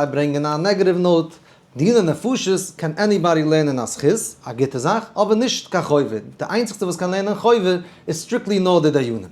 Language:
Yiddish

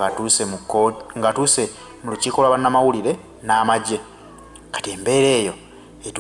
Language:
Ganda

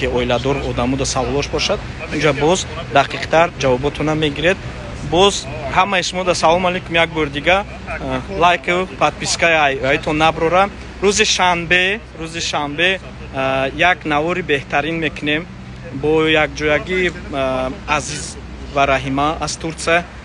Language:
Tajik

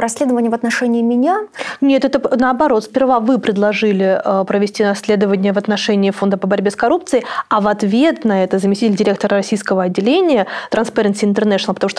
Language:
Russian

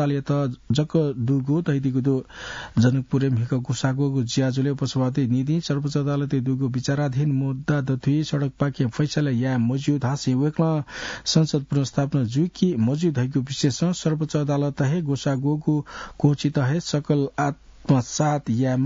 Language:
Newari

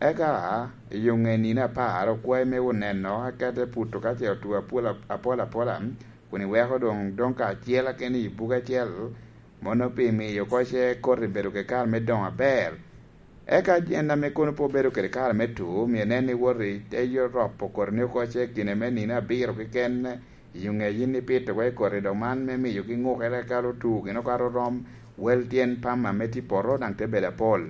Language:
Lango (Uganda)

